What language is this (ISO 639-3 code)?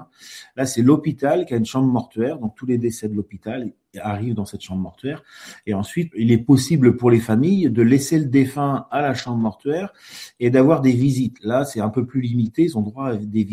fra